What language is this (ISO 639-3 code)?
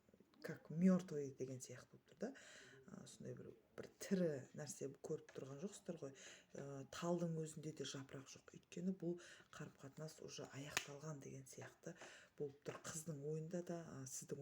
kaz